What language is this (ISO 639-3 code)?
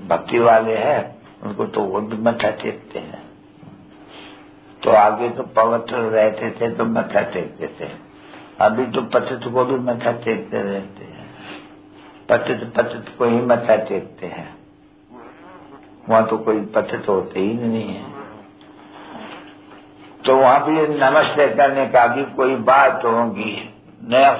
hin